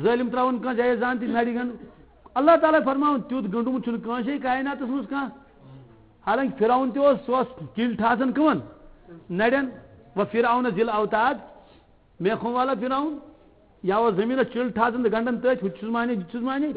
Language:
Kashmiri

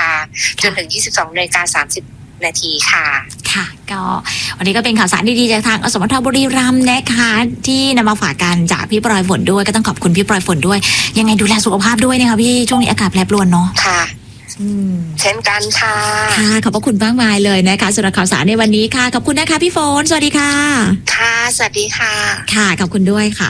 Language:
Thai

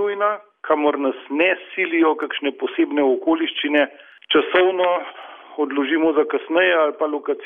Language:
Slovenian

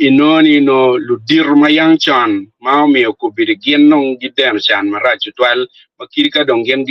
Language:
Acoli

